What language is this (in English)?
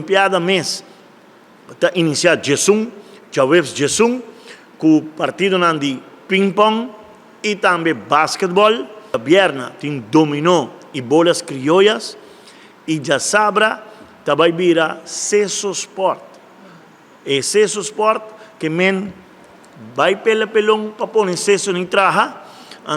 Papiamento